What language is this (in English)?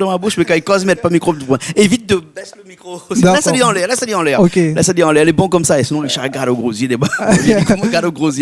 Réunion Creole French